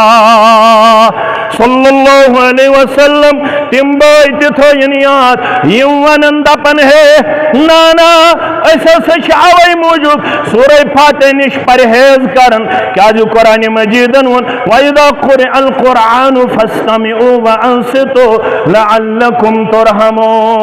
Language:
Kashmiri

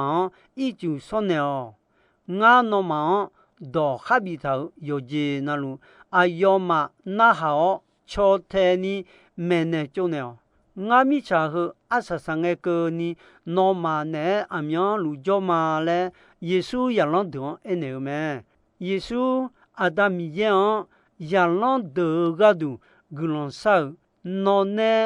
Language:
Akha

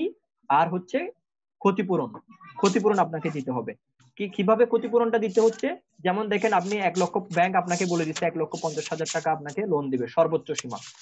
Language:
Bangla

